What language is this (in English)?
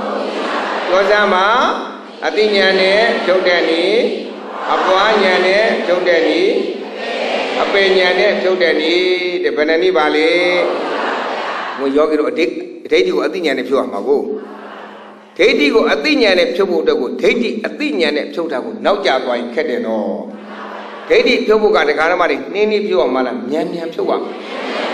Burmese